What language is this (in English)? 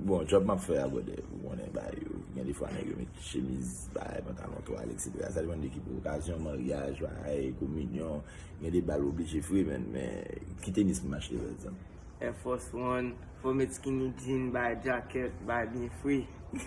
Haitian Creole